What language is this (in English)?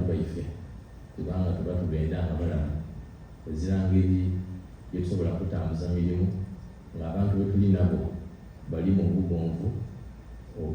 Soga